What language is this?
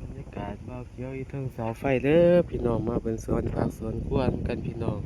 Lao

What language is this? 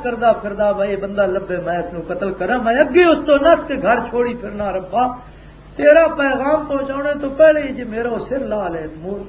Western Panjabi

